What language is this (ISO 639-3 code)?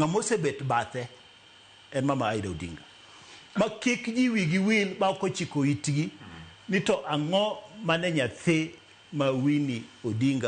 luo